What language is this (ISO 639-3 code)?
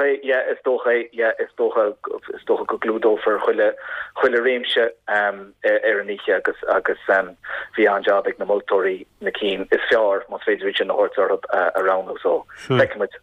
gle